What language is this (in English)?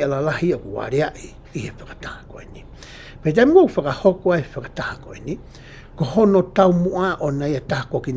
Tongan